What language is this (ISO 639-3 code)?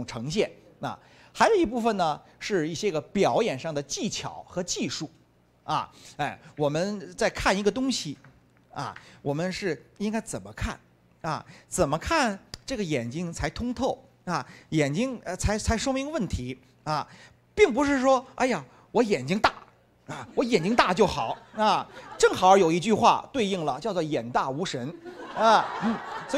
zho